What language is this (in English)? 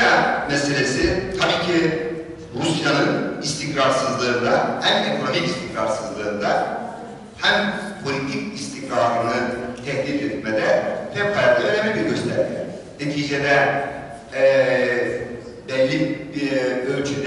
Turkish